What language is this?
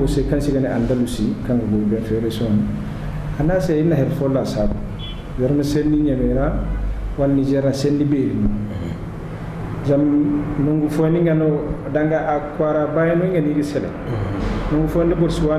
Zarma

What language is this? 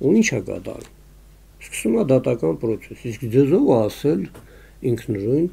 Armenian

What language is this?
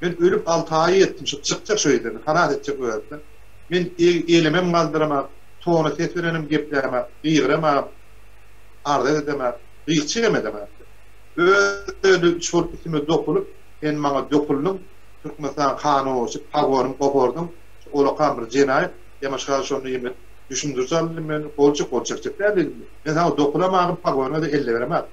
Turkmen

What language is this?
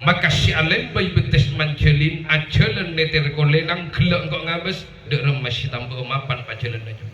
Madurese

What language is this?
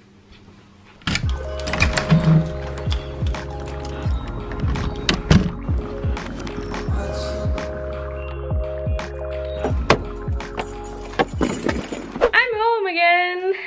Dutch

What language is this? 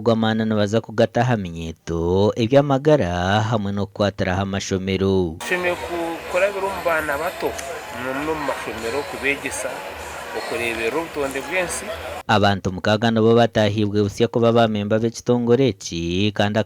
Nyankole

